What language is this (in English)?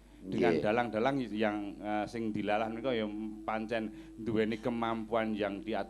Javanese